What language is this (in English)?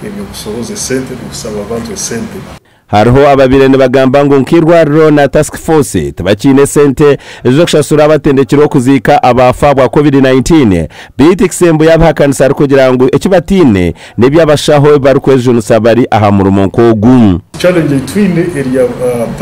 Nyankole